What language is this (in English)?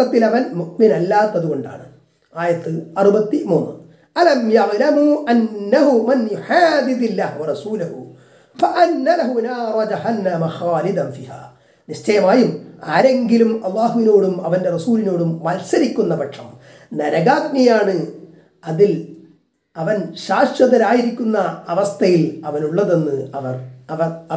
Malayalam